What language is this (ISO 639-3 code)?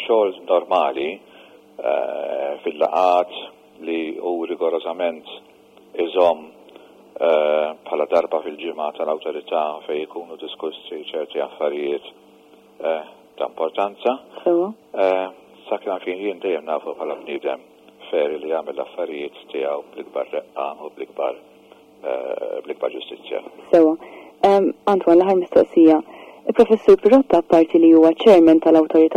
mlt